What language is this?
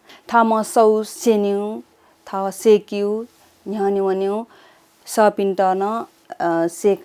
Newari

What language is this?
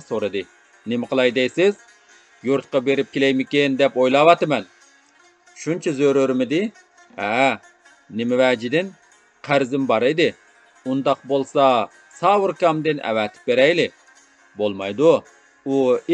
Uyghur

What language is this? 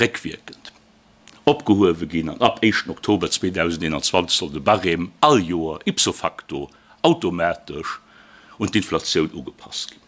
Luxembourgish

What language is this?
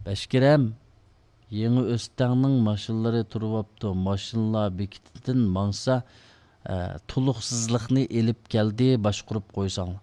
Uyghur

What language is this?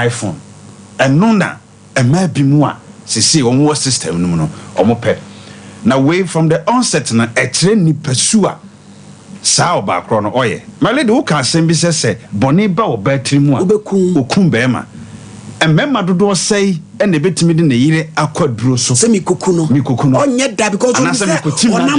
Akan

